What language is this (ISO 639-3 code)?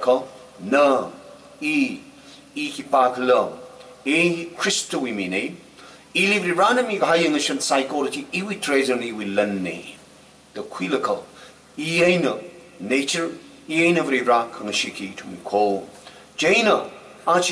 nmf